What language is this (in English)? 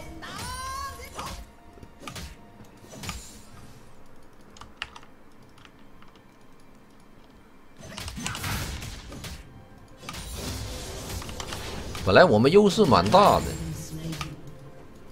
Chinese